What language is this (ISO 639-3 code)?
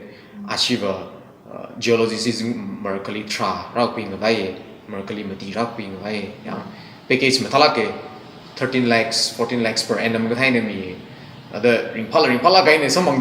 nmf